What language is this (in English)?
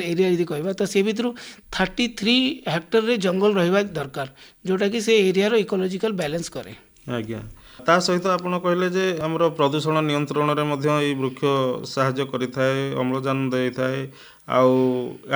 Odia